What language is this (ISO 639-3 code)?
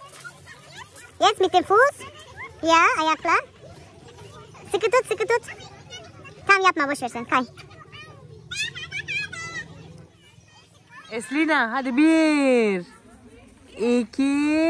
tur